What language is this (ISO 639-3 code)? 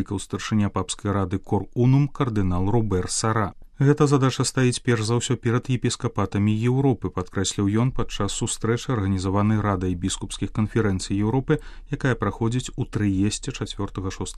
bel